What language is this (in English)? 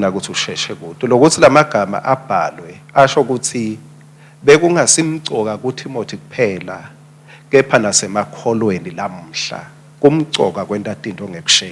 Swati